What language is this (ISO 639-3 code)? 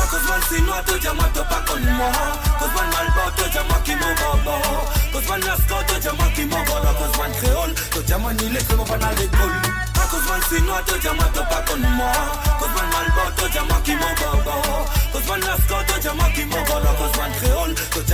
mfe